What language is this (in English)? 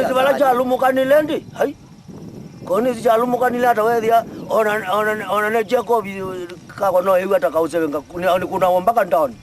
Kamba